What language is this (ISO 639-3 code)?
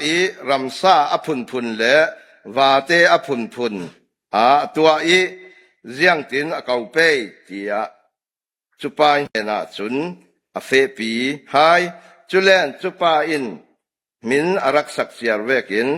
cfm